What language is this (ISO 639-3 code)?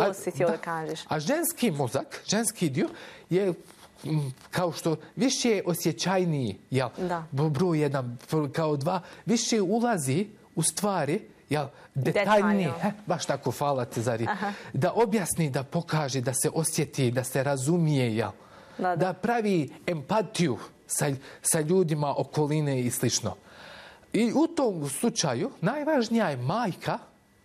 bos